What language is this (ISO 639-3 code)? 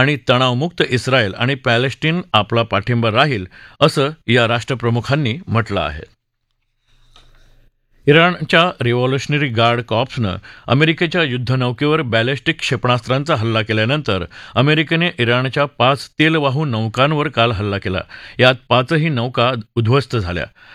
mar